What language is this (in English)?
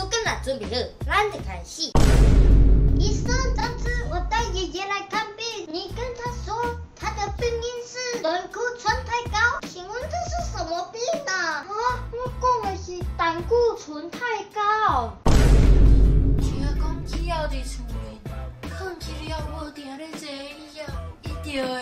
Min Nan Chinese